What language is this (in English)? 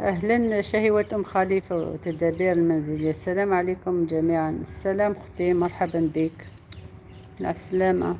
Algerian Arabic